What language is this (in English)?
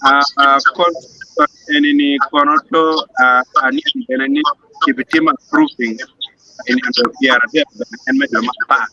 Acoli